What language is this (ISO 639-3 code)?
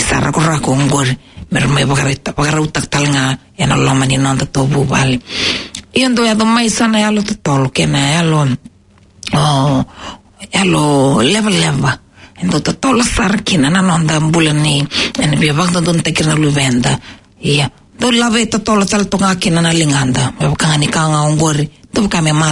fij